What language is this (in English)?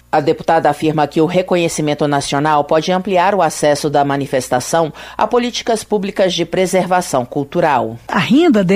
Portuguese